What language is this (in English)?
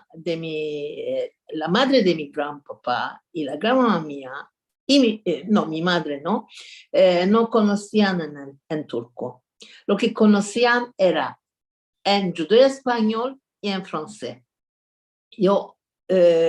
Ladino